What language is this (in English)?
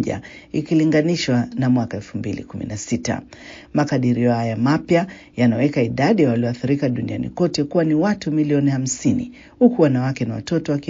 Swahili